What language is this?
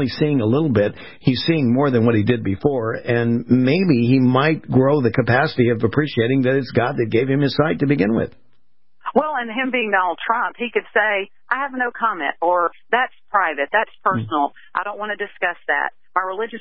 English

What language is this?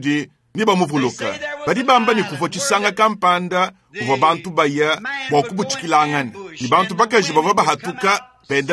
Luba-Lulua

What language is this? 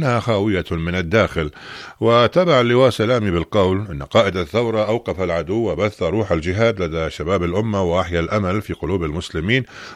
Arabic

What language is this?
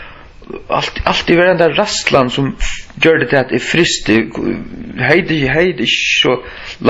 Faroese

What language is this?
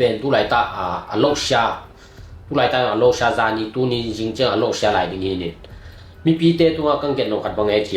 Tedim Chin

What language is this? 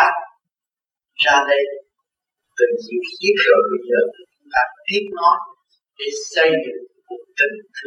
Vietnamese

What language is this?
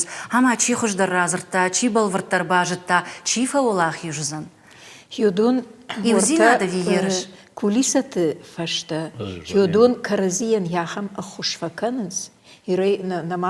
Ossetic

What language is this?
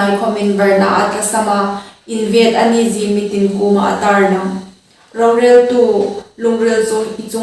Hmar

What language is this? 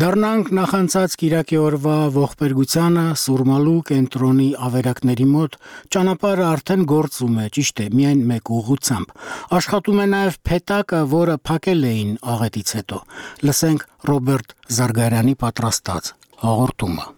Armenian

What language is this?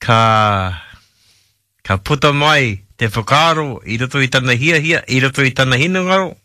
Māori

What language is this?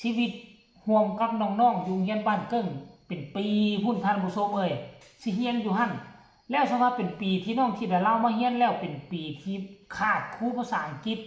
Northeastern Thai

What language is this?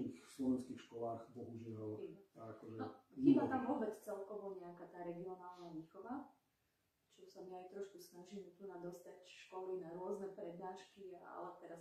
Slovak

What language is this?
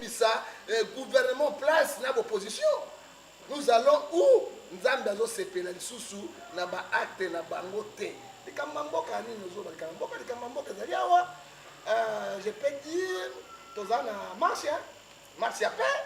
Lingala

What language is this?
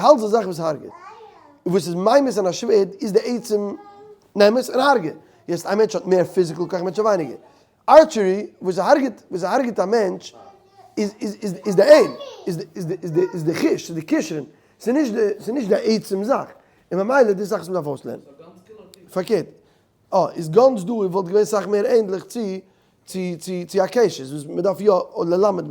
Yiddish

